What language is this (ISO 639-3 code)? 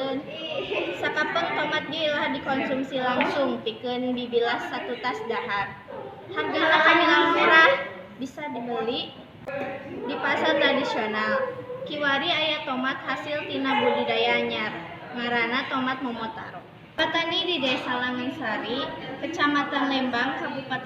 sun